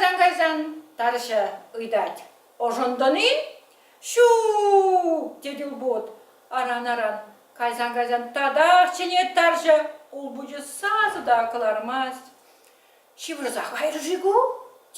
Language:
Chuvash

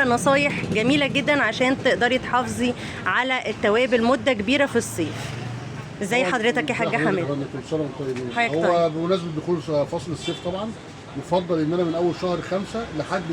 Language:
Egyptian Arabic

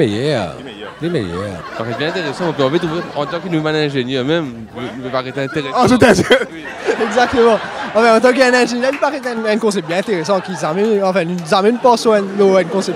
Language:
Morisyen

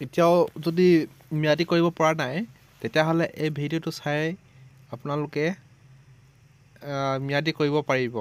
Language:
Assamese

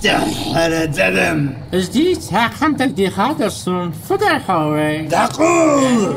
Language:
Ingush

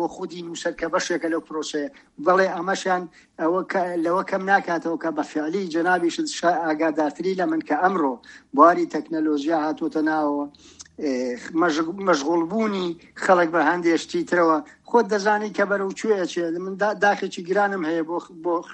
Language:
Central Kurdish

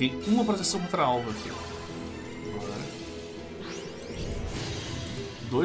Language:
Portuguese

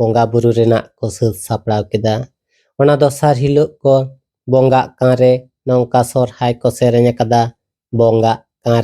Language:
Santali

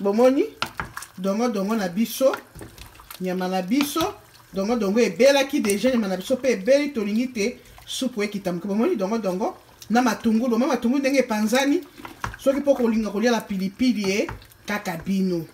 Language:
Lingala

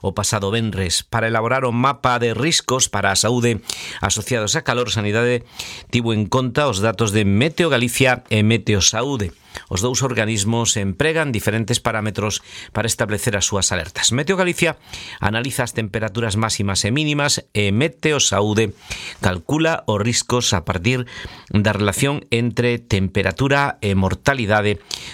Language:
Galician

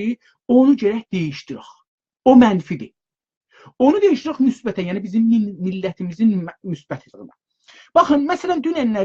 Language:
South Azerbaijani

